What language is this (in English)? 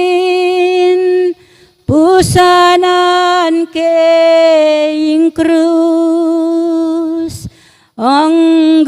Pampanga